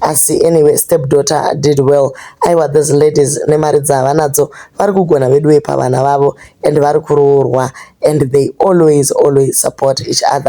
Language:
Shona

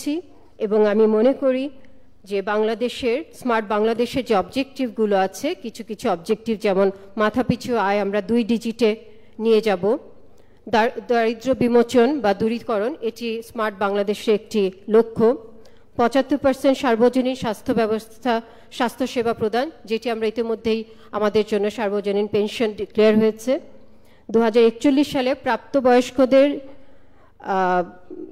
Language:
Bangla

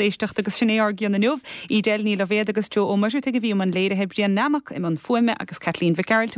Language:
Irish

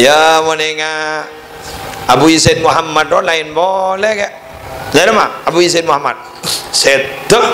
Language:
Madurese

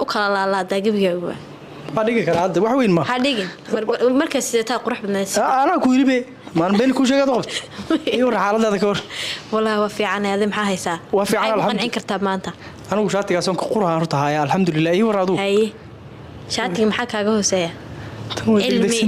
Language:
Somali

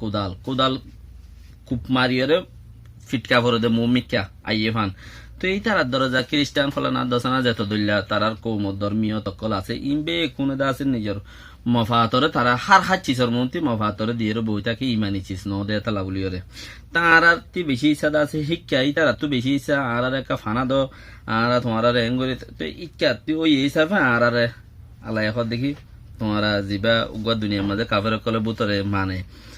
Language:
Rohingya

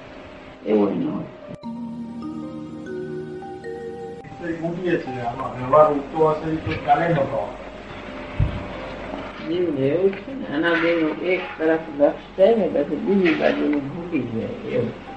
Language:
Gujarati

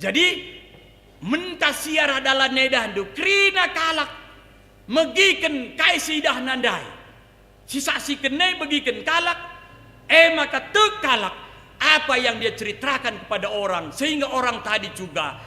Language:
Batak Karo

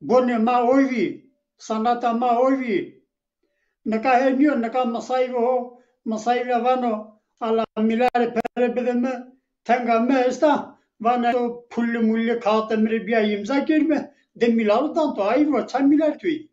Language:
Zaza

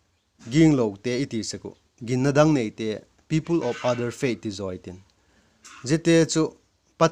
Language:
Vaiphei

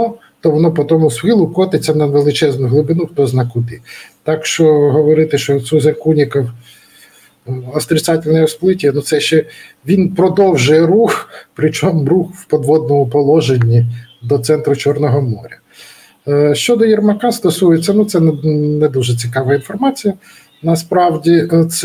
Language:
Ukrainian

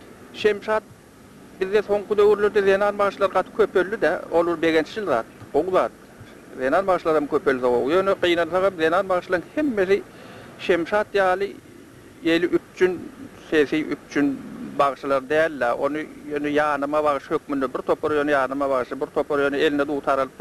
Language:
Turkmen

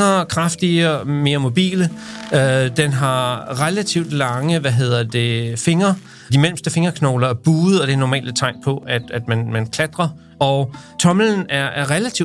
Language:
Danish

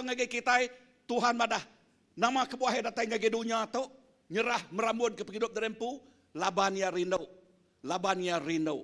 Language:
Iban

